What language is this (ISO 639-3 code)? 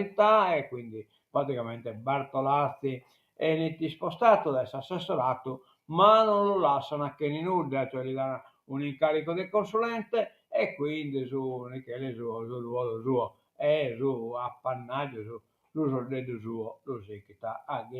srd